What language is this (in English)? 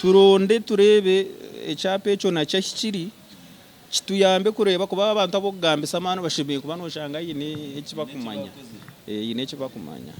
Nyankole